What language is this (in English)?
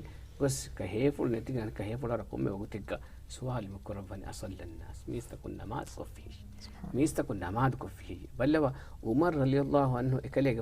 Divehi